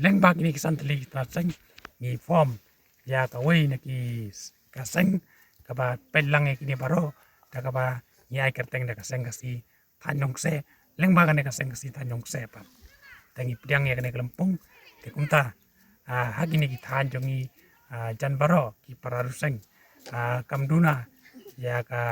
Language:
Khasi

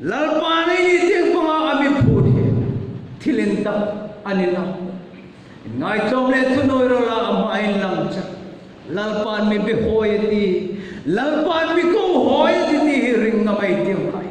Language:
Hmar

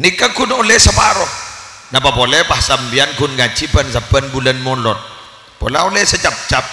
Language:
Madurese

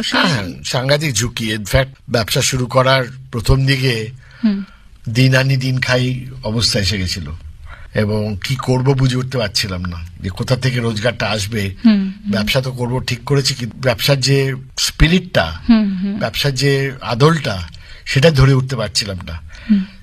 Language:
Bangla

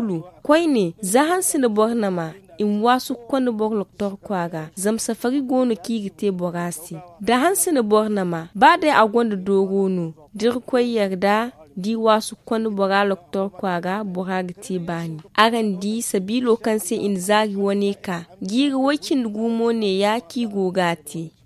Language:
Zarma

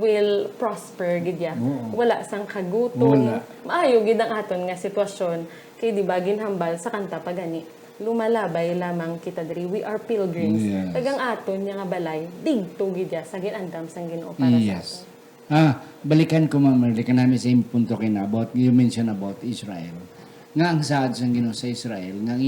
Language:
Hiligaynon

